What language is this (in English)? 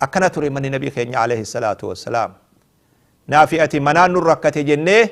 Oromo